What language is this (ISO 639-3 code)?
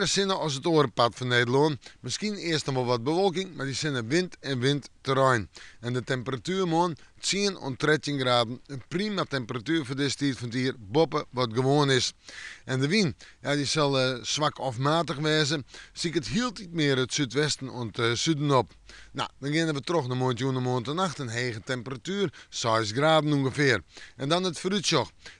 fry